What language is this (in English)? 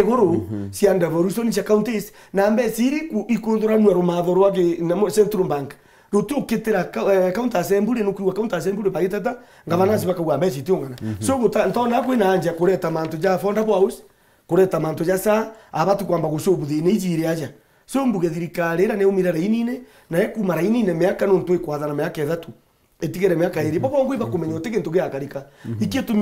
Meru